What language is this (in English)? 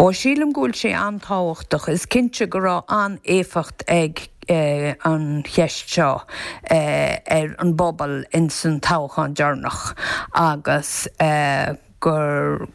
Irish